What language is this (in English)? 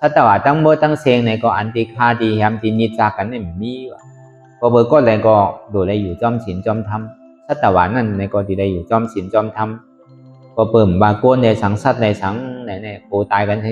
Shan